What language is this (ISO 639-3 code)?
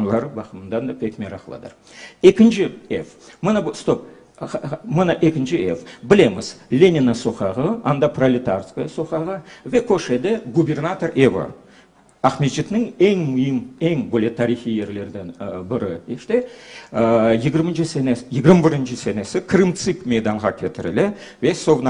crh